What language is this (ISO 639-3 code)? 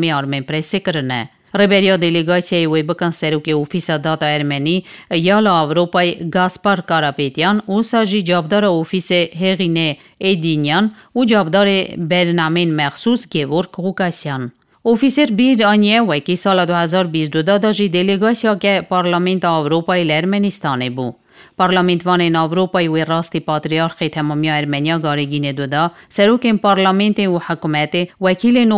kur